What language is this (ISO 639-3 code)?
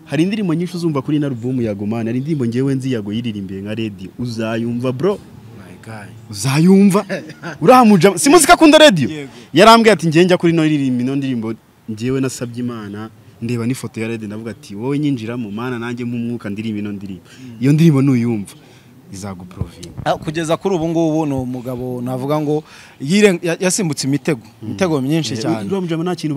kin